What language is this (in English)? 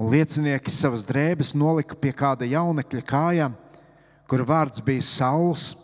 Latvian